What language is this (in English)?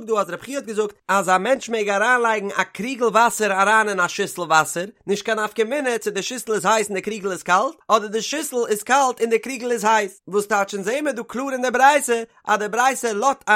Yiddish